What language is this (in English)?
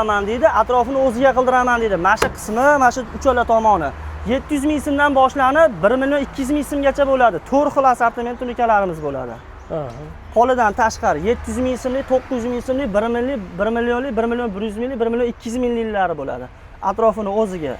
Uzbek